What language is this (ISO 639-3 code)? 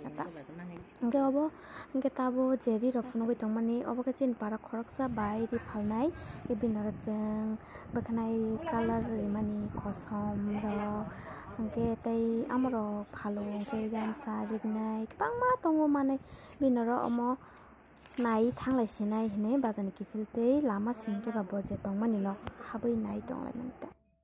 trp